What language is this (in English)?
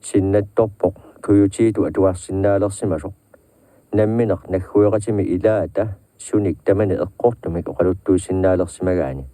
Kalaallisut